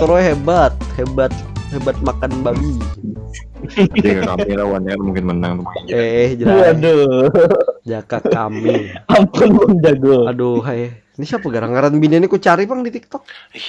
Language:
Banjar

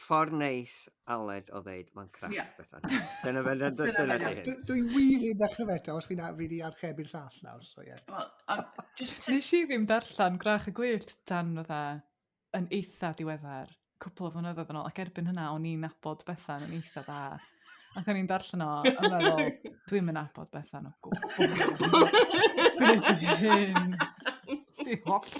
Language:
Welsh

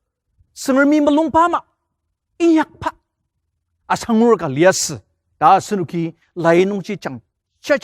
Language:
Ao Naga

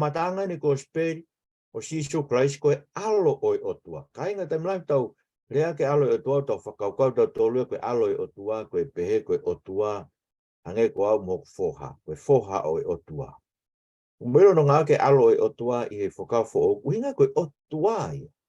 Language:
Tongan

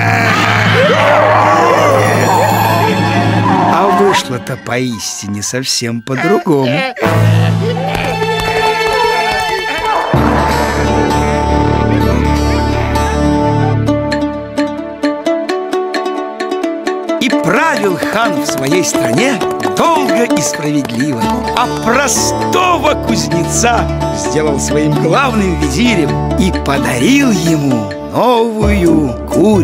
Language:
Russian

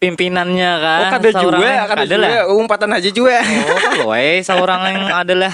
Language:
Banjar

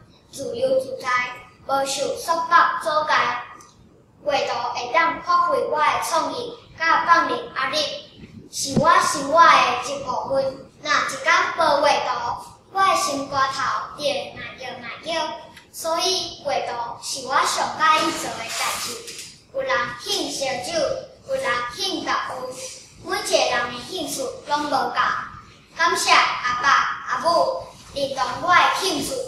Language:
Min Nan Chinese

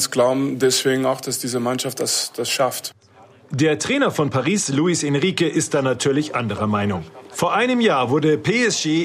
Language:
German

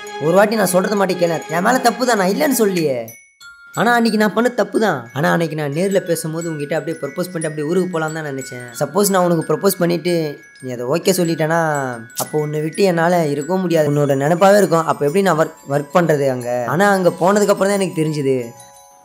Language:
Tamil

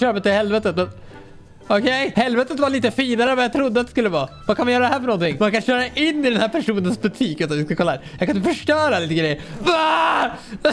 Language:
Swedish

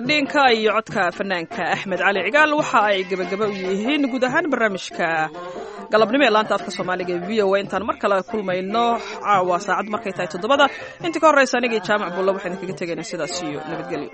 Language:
Somali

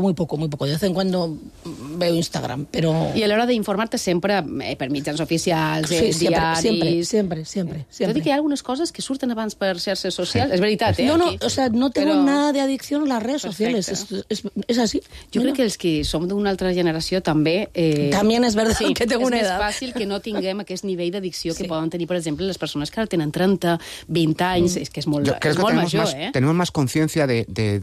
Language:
Catalan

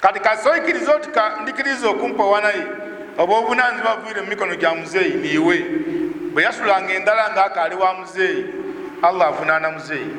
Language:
Ganda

